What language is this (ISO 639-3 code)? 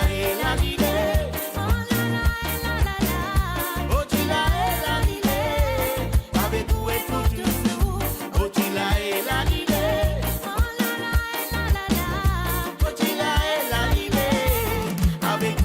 mfe